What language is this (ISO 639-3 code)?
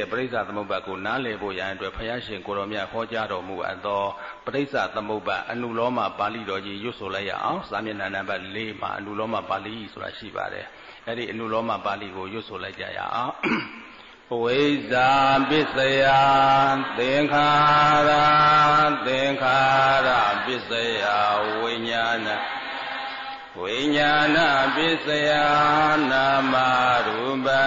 mya